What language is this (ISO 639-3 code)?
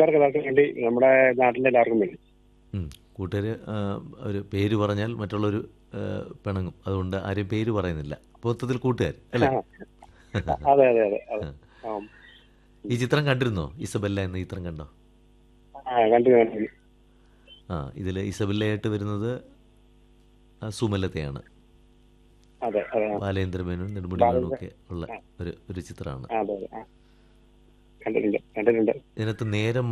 mal